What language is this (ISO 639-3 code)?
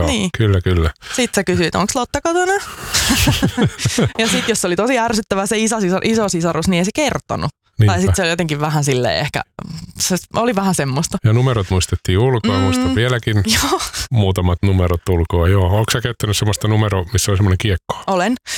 fin